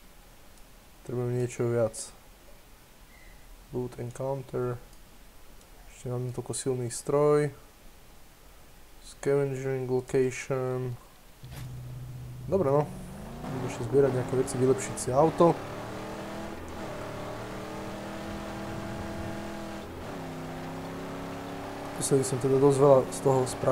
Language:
Slovak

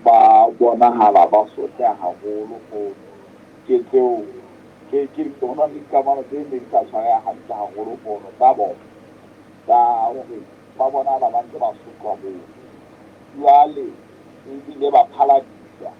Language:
Southern Sotho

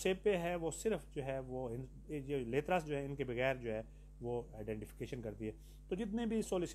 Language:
Urdu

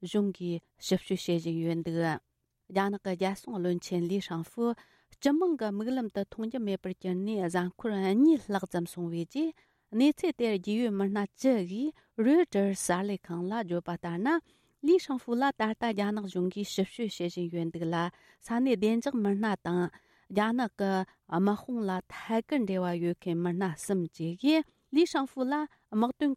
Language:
Tibetan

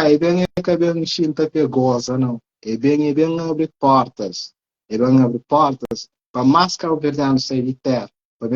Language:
Kabuverdianu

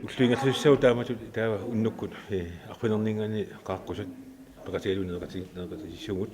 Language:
Kalaallisut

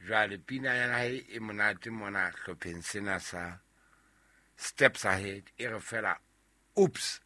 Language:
Southern Sotho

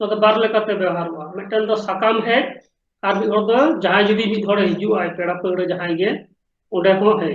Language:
Santali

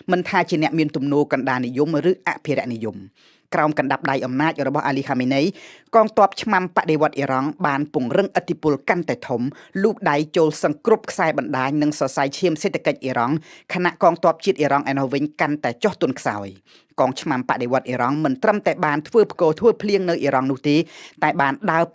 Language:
Khmer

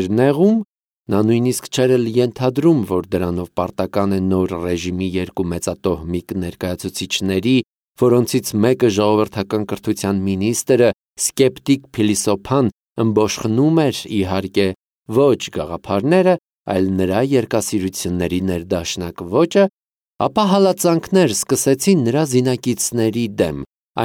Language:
Armenian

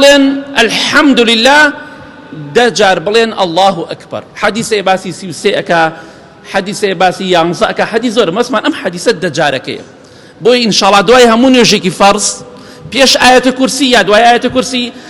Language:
Central Kurdish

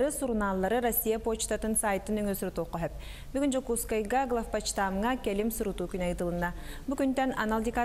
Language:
Yakut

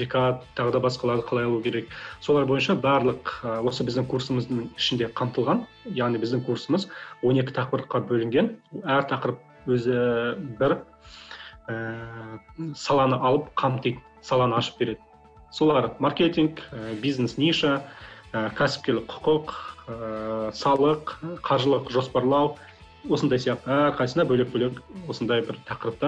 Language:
Kazakh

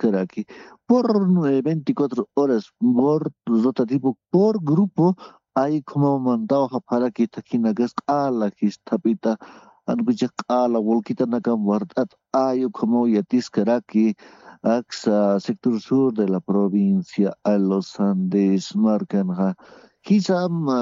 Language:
Aymara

